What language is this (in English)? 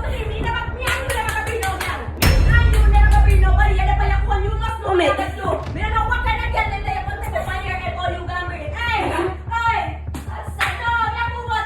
Jamaican Creole English